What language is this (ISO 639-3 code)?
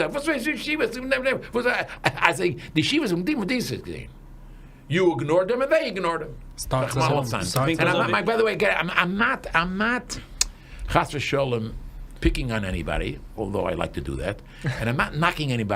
yid